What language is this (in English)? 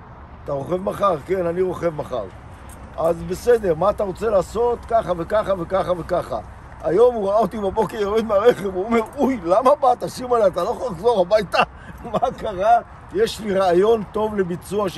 Hebrew